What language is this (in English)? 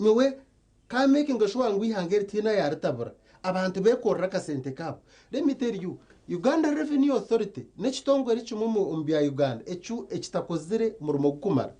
Nyankole